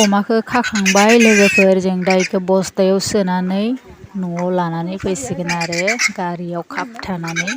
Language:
Bodo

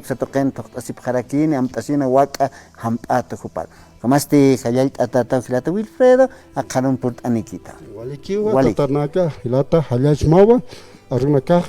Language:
Aymara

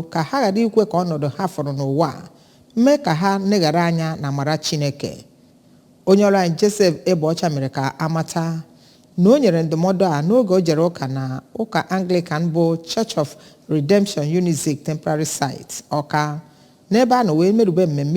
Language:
Igbo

